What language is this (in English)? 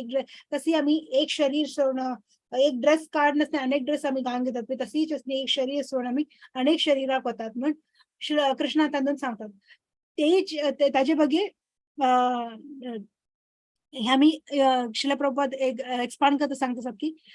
Konkani